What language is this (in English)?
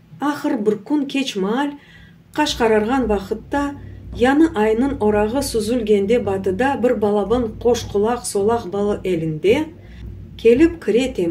Crimean Tatar